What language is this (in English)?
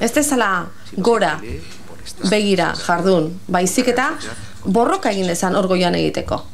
Basque